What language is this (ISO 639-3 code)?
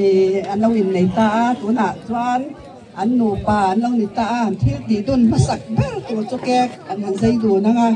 lus